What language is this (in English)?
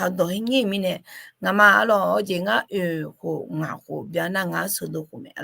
Akha